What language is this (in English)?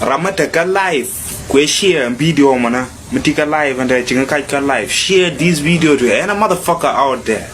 Nuer